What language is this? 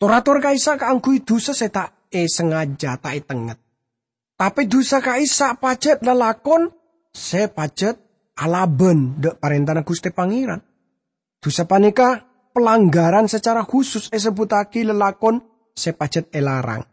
Madurese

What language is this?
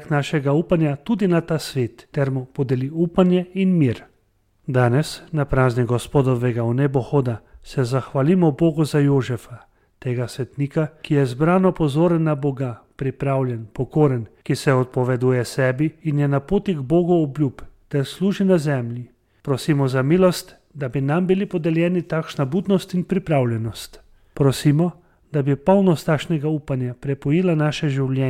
Slovenian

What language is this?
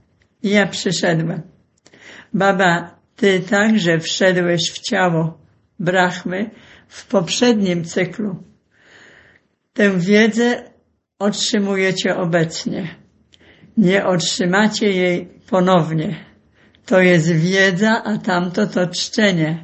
Polish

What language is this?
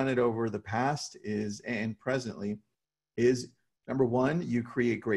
English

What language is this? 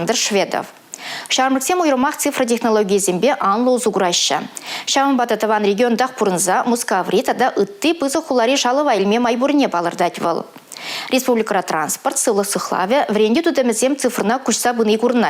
Chuvash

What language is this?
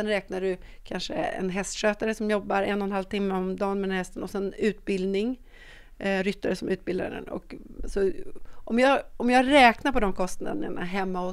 Swedish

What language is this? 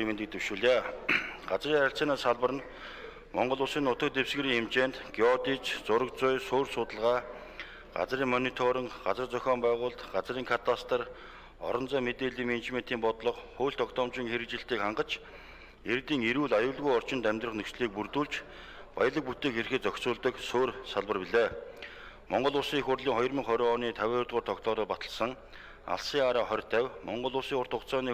Mongolian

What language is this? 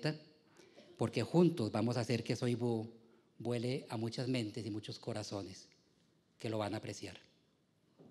Spanish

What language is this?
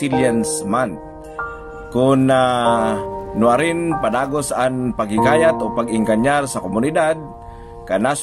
Bikol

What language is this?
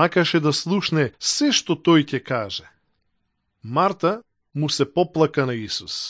Macedonian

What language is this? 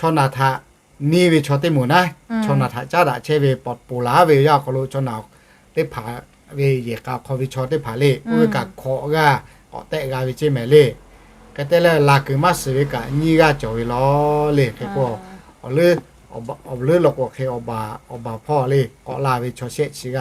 Lahu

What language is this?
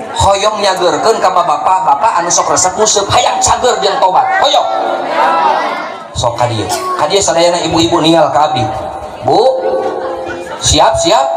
Sundanese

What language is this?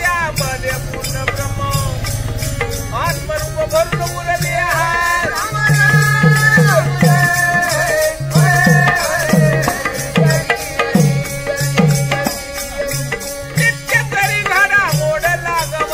Marathi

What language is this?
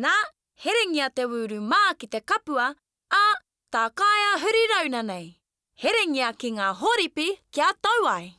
Māori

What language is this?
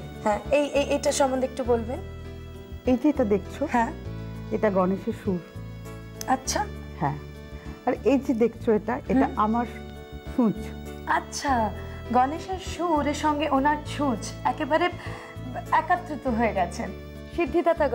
Bangla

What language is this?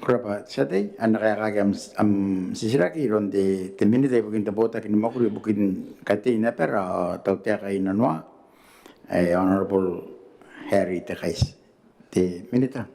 Gilbertese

